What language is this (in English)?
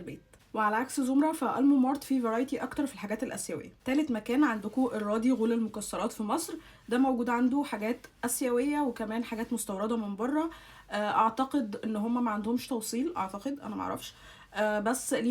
Egyptian Arabic